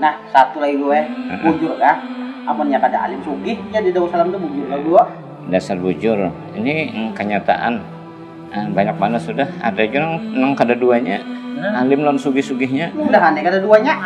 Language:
Banjar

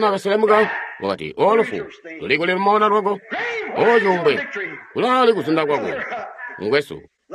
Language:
Tonga (Zambia)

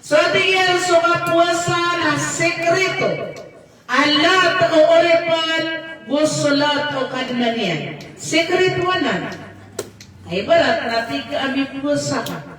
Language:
Maranao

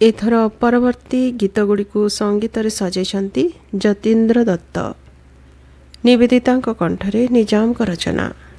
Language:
Odia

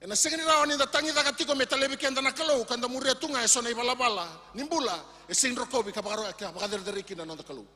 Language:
Fijian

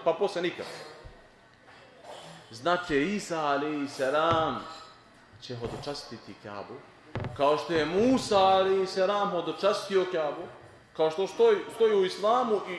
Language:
Bosnian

